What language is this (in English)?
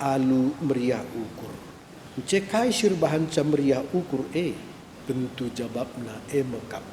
Batak Karo